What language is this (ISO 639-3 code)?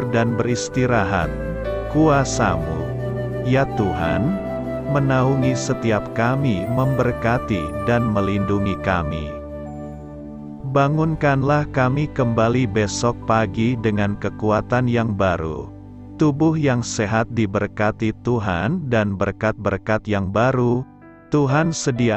ind